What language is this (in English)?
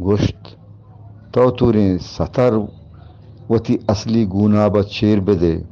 Eastern Balochi